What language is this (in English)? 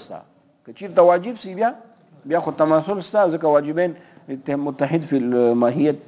Pashto